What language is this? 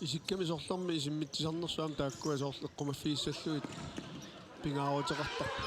Kalaallisut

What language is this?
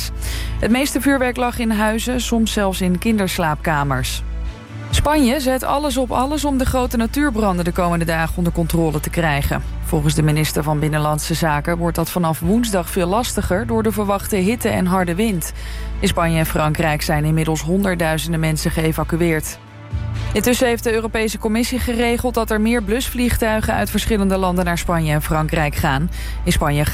Dutch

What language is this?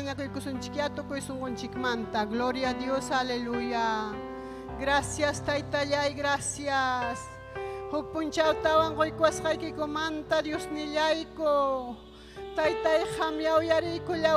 Ayacucho Quechua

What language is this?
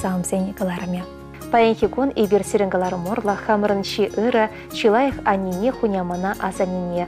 Chuvash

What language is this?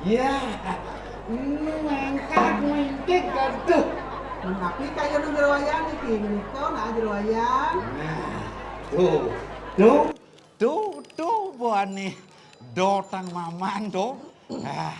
Balinese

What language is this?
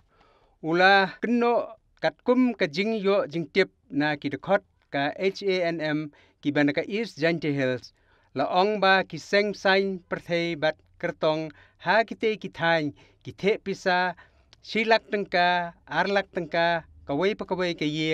Khasi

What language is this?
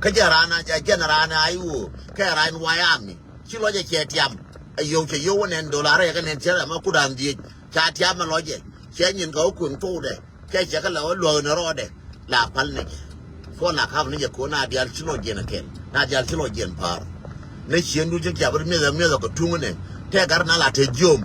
Nuer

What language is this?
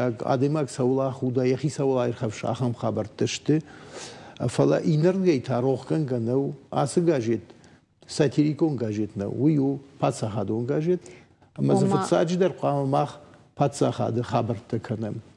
Ossetic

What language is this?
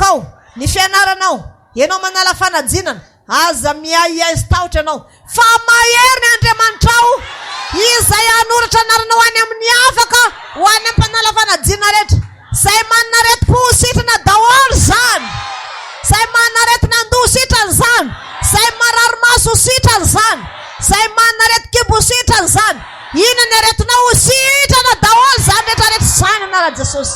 Malagasy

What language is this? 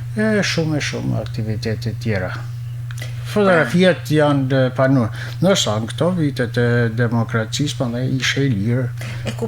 Albanian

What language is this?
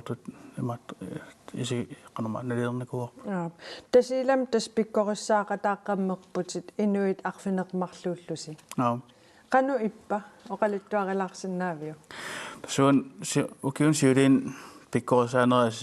Kalaallisut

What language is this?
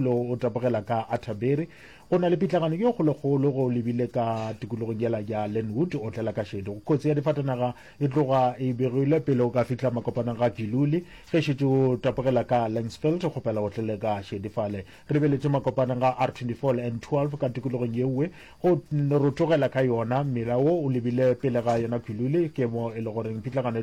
Northern Sotho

